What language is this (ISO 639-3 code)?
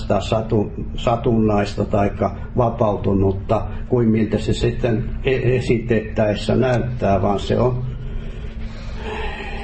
fin